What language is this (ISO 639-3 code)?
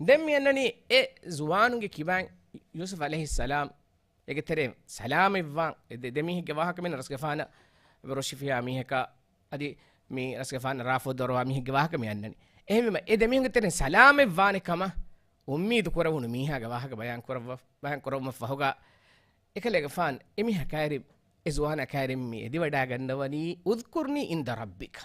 div